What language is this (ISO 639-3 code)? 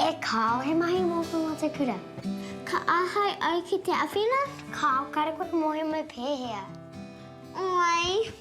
mri